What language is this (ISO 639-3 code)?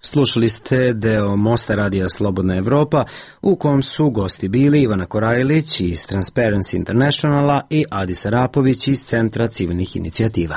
srp